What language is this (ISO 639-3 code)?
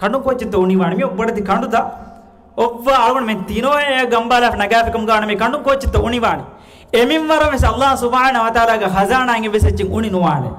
div